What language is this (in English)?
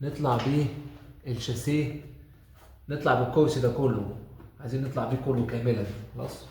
Egyptian Arabic